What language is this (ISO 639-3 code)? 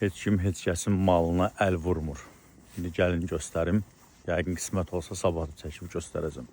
aze